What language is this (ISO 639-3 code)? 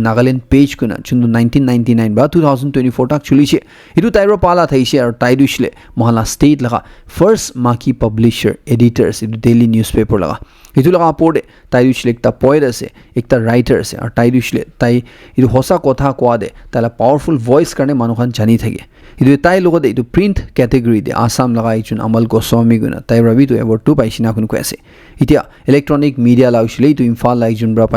nag